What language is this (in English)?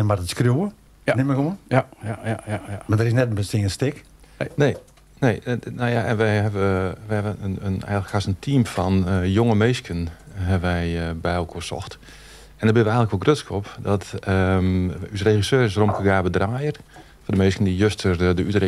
Western Frisian